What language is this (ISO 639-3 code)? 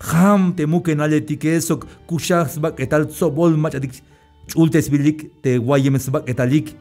tzh